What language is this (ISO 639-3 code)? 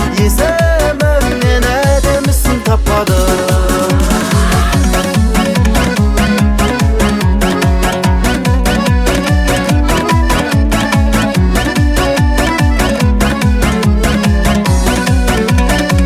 kaz